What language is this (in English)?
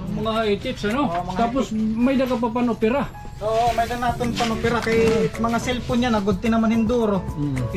Waray